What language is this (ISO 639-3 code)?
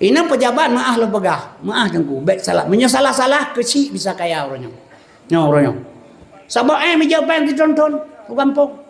ace